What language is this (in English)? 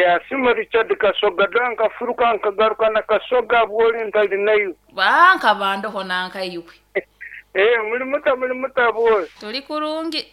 Nyoro